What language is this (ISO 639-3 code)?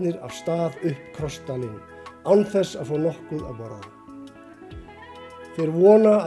isl